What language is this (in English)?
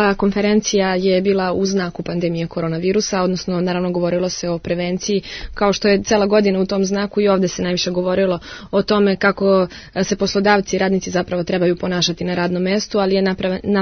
Serbian